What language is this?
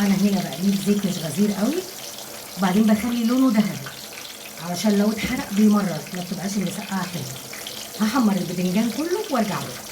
Egyptian Arabic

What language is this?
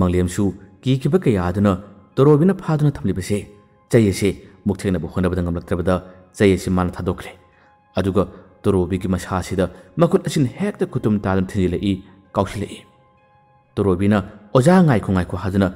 Manipuri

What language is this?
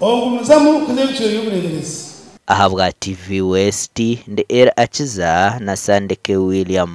Nyankole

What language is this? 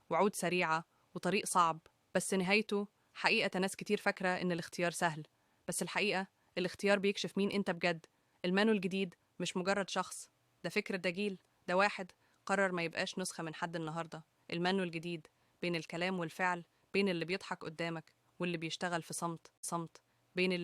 Egyptian Arabic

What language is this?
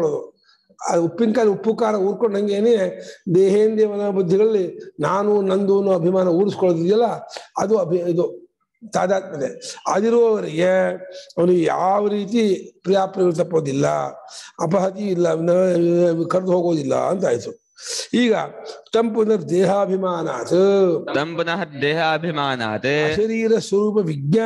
Kannada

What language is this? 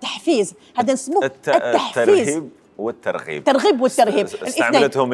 Algerian Arabic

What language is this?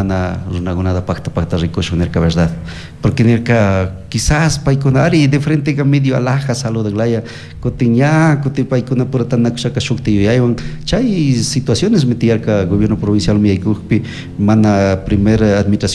Chimborazo Highland Quichua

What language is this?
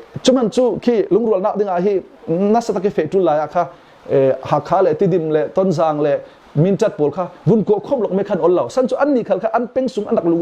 Falam Chin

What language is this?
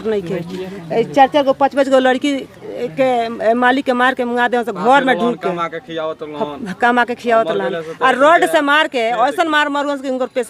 Bhojpuri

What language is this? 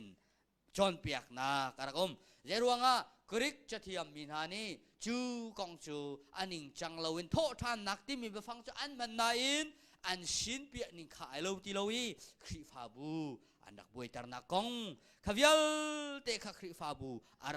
Hakha Chin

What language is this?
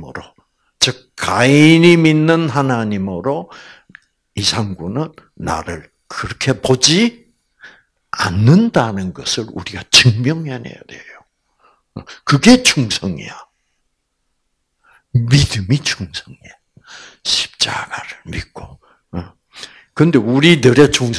Korean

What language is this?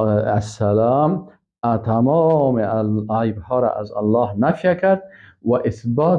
Persian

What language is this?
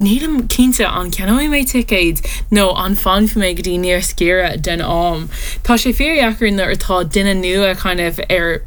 Irish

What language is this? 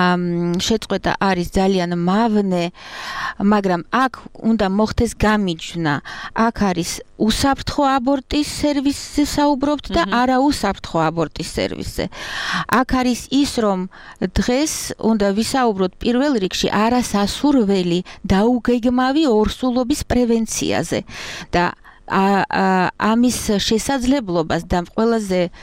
Georgian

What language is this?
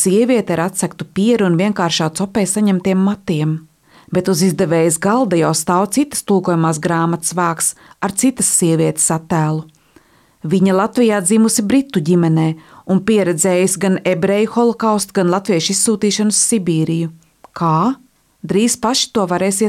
Latvian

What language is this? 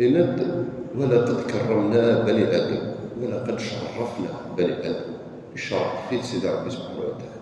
Kabyle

